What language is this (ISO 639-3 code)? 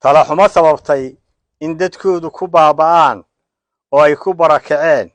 som